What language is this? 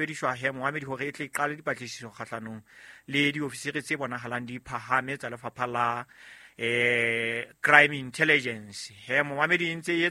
Southern Sotho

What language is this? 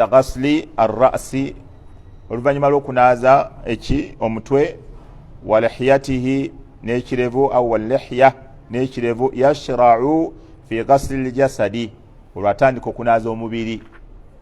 Ganda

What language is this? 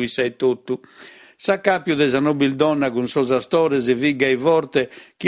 Sardinian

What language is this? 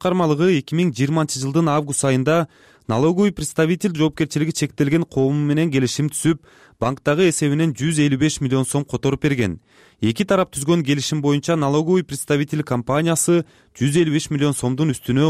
Kyrgyz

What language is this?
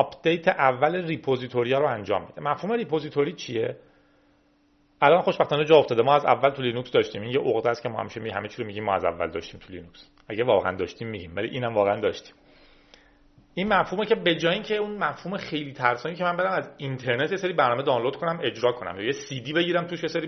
Persian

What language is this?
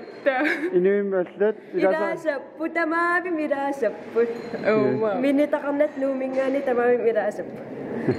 Kalaallisut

